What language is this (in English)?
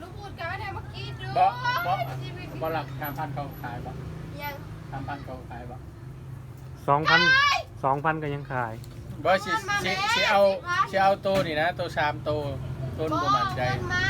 Lao